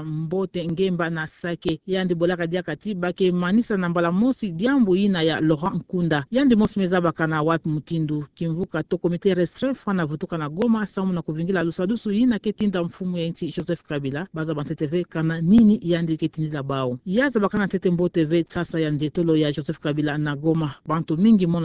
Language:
Kituba (Democratic Republic of Congo)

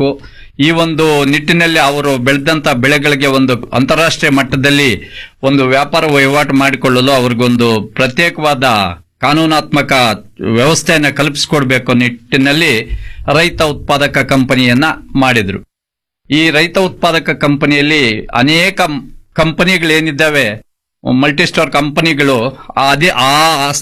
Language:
Kannada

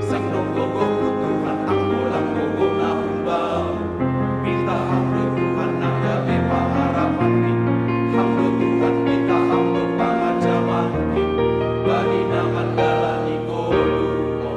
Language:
Batak Simalungun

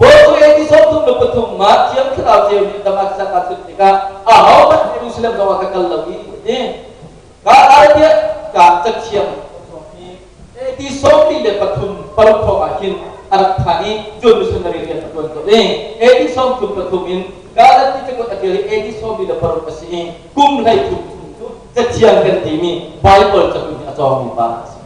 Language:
Hakha Chin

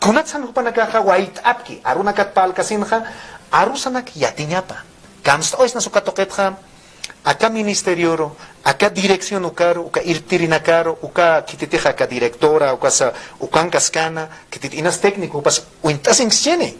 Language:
Aymara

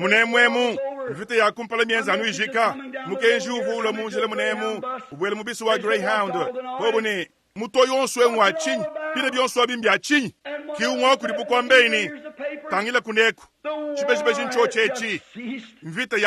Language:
Luba-Lulua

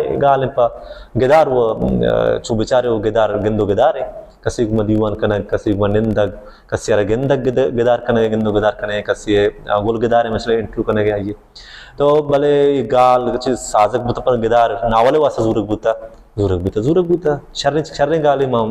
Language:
Baluchi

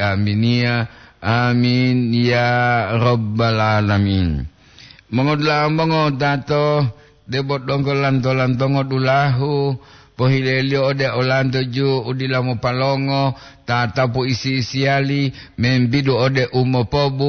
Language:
Gorontalo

